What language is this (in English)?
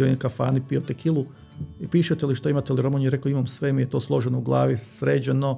Croatian